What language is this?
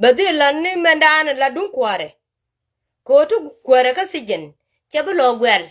Nuer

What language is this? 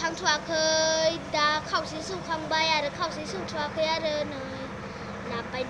Bodo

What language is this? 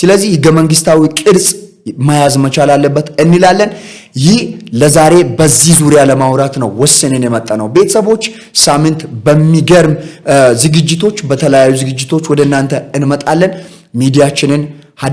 Amharic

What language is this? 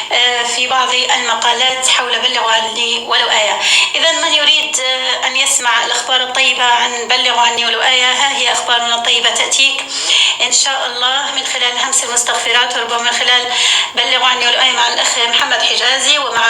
North Levantine Arabic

